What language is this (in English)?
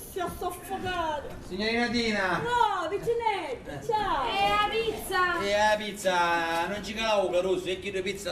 Sicilian